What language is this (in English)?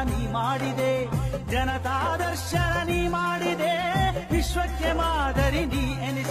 Kannada